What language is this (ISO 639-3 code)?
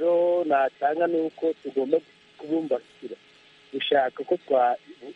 kin